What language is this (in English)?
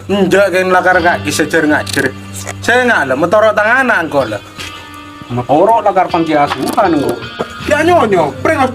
Madurese